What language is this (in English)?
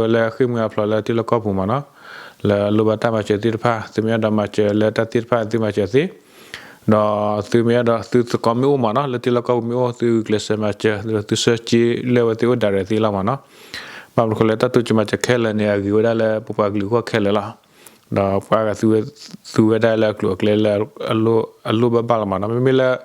S'gaw Karen